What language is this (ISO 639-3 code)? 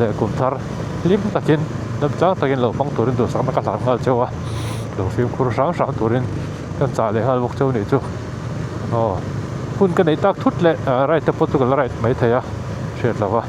lus